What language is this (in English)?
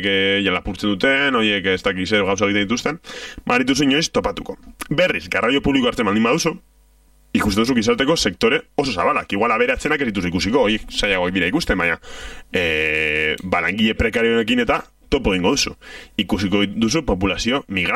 Basque